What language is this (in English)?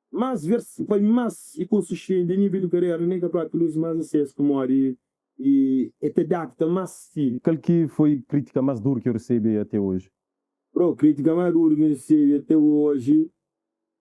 Kabuverdianu